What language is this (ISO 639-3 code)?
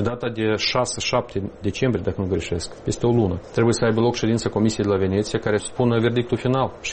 ron